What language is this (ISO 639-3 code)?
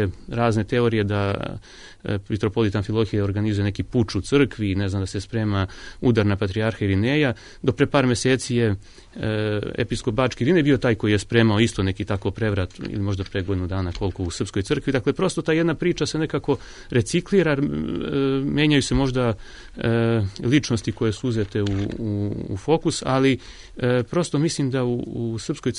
srp